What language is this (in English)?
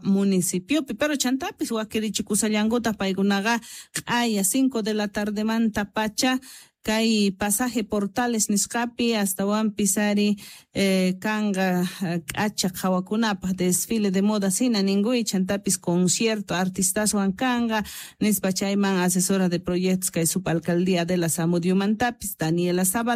South Bolivian Quechua